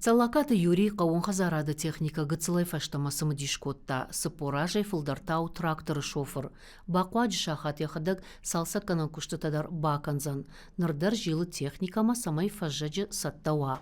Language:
Ossetic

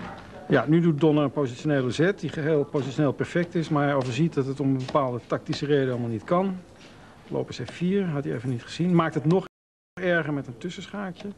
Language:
Dutch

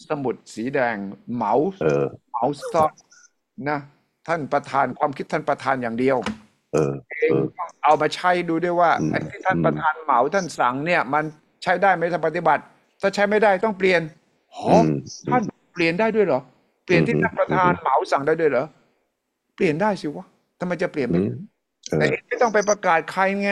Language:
Thai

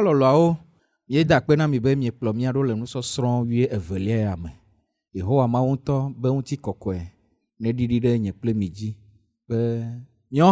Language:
Ewe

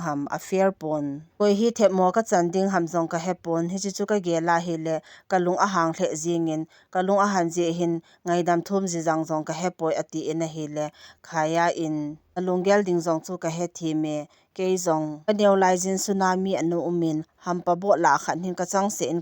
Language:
Thado Chin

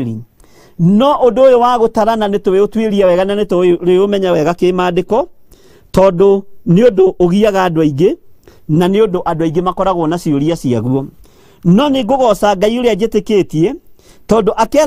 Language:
Kikuyu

